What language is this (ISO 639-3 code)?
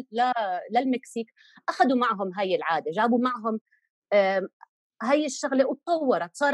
apc